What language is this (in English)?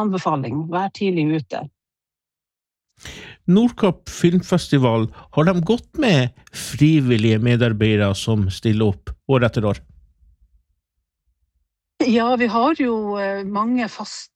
Norwegian